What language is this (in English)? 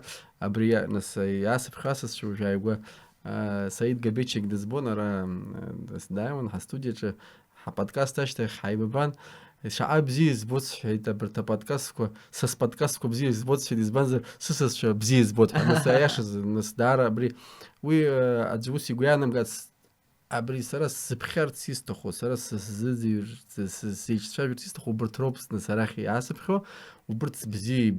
Abkhazian